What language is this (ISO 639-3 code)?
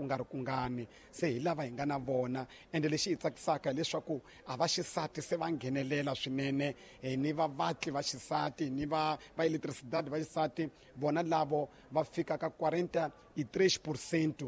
tso